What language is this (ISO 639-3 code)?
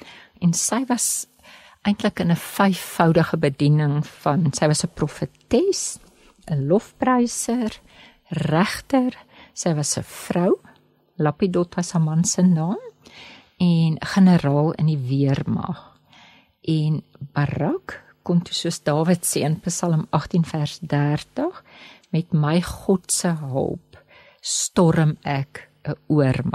afr